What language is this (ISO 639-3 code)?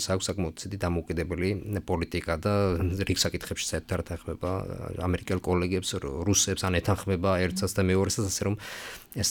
kat